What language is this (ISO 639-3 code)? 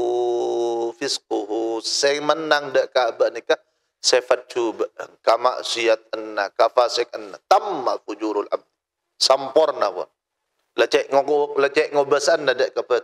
mad